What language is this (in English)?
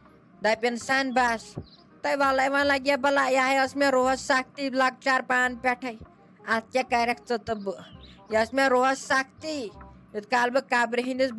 Kashmiri